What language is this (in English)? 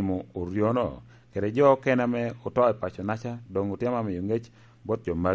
Lango (Uganda)